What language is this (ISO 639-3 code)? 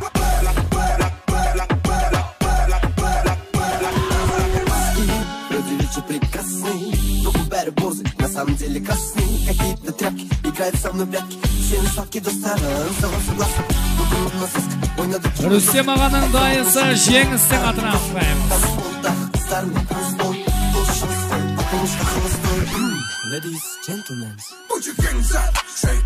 kaz